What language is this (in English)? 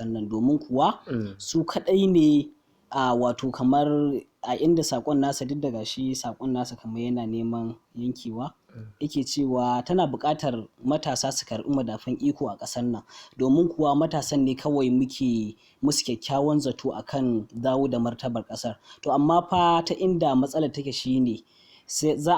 Hausa